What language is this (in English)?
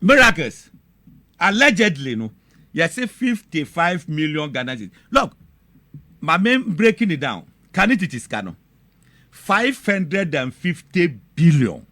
Akan